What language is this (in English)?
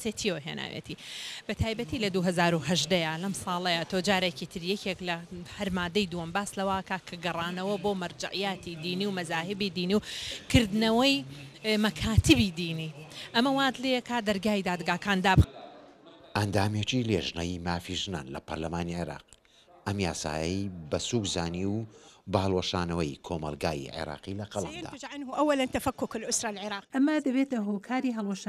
Central Kurdish